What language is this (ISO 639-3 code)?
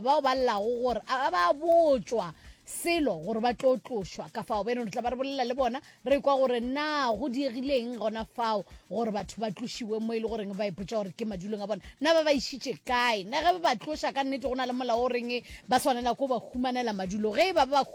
nso